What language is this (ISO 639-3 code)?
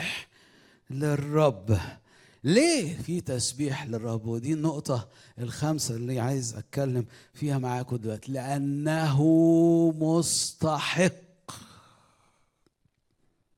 arz